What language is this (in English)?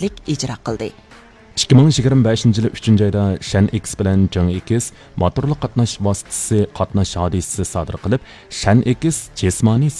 Uyghur